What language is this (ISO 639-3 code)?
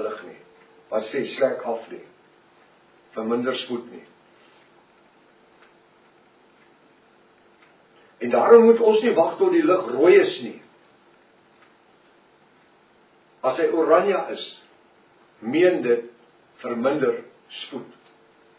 afr